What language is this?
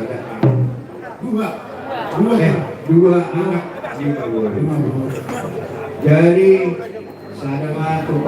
Batak Toba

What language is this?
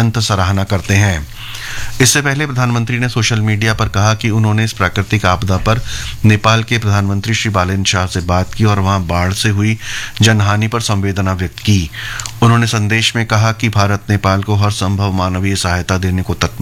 Hindi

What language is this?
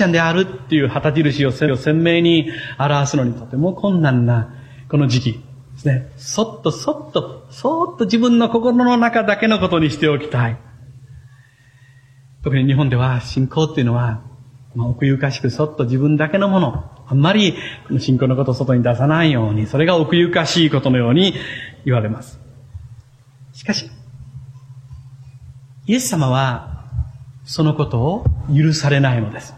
Japanese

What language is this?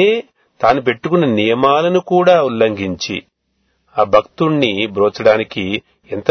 Telugu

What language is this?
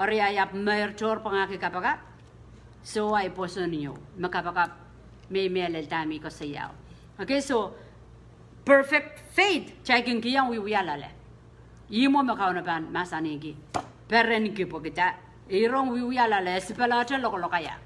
Pohnpeian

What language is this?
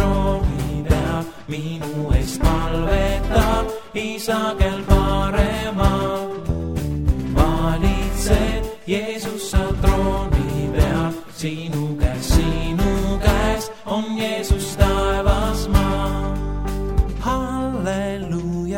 Estonian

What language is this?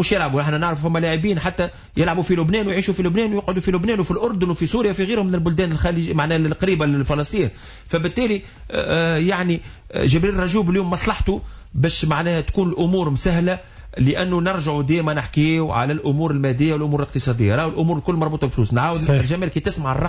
Tunisian Arabic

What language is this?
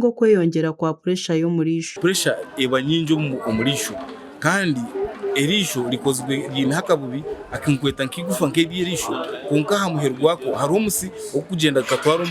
Nyankole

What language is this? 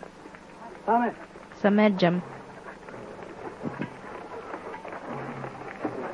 Romanian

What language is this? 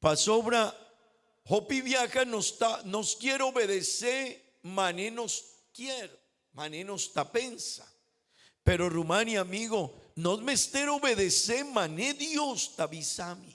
Papiamento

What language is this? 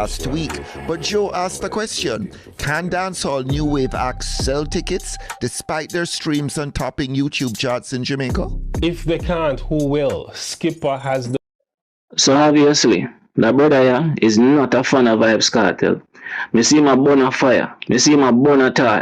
Jamaican Creole English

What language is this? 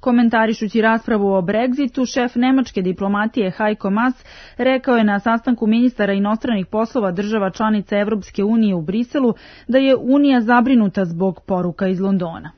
Serbian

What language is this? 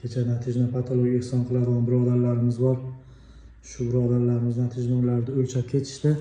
Uzbek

